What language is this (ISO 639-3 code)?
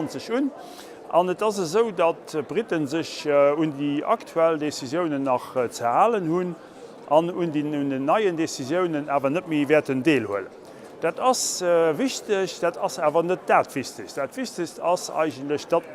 ltz